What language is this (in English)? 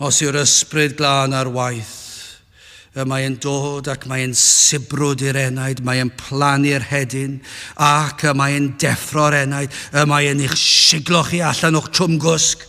Welsh